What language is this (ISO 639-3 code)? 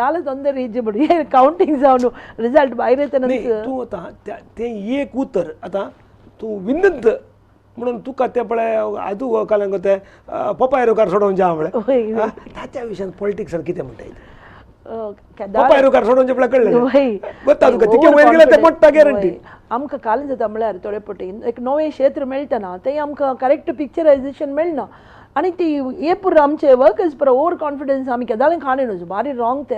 kok